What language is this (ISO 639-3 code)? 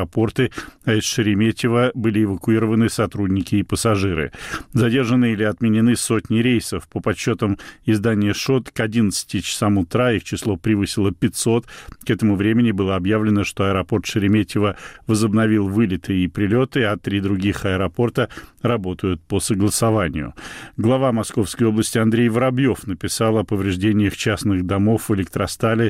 rus